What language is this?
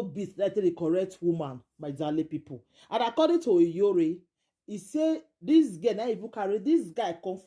Nigerian Pidgin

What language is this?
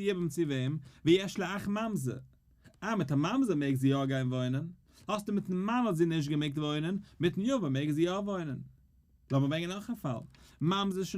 Yiddish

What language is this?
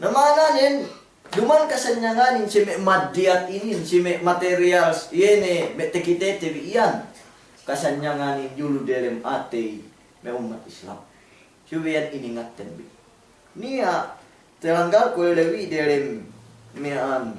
Yakan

